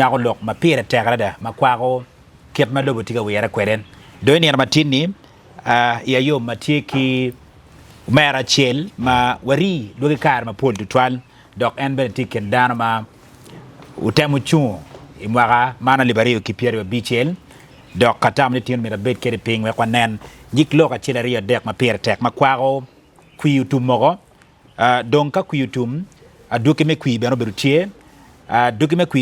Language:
Acoli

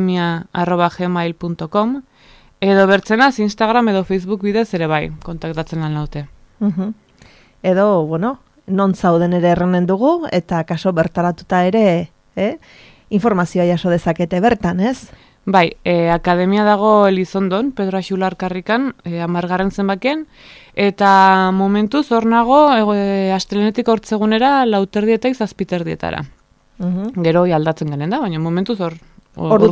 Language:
Basque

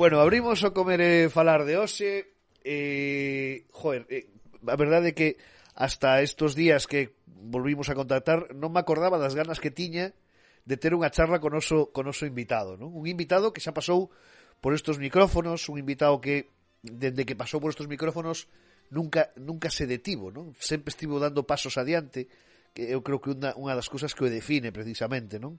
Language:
Galician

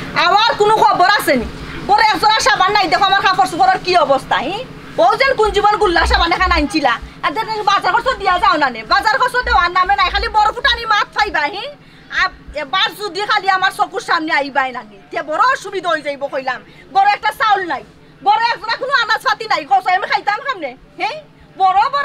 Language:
Sylheti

